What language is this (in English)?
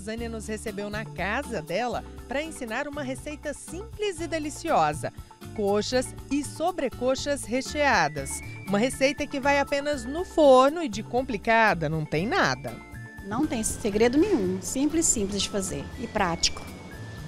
Portuguese